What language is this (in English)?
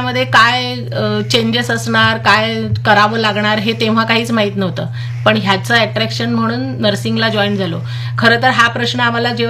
Marathi